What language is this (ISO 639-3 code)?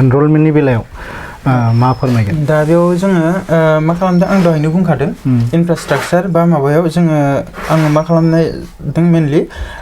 brx